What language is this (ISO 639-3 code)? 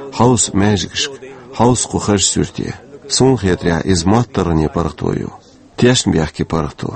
che